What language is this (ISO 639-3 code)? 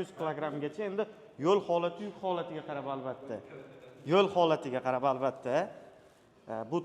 uzb